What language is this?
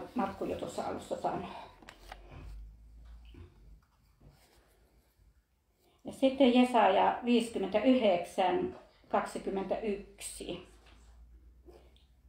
Finnish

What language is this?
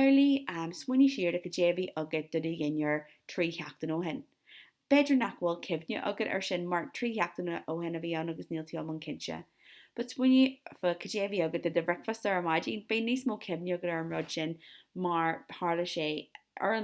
Irish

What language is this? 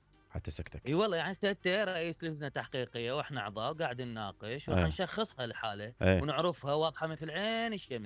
Mesopotamian Arabic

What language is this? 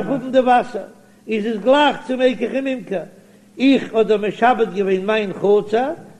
Yiddish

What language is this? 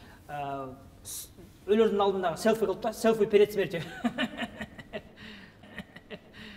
Kyrgyz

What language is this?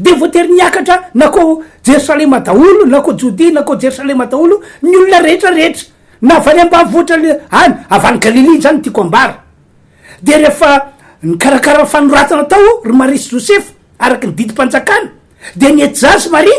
Malagasy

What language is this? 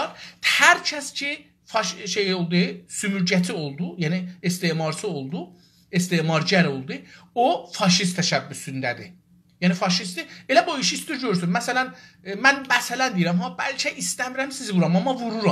South Azerbaijani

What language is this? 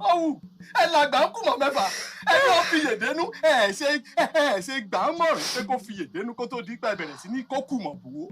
Yoruba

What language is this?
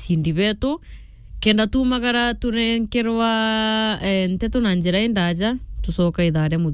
Meru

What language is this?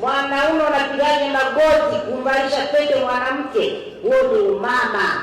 Swahili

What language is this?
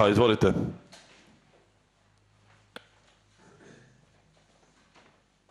Bosnian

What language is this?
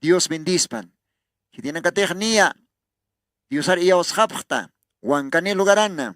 Aymara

